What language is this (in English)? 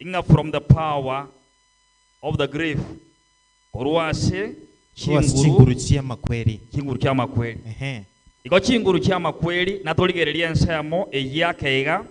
Gusii